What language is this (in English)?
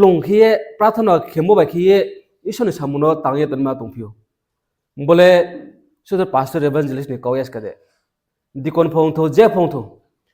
Riang (India)